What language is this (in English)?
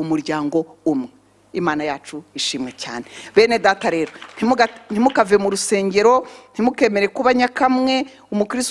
Kinyarwanda